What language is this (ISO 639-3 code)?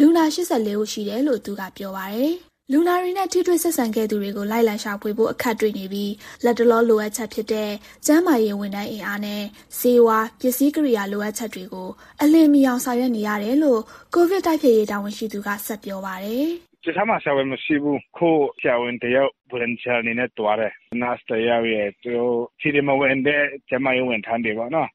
mya